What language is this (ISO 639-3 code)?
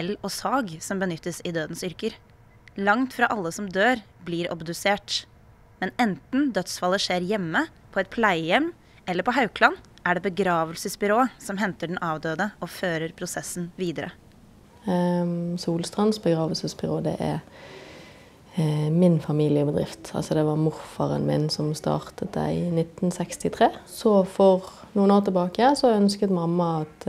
nor